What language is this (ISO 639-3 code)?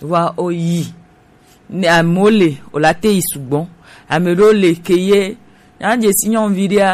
gej